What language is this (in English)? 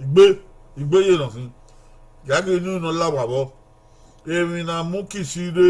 Bini